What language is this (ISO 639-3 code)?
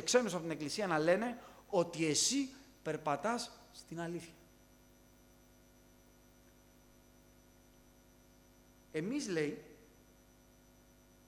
ell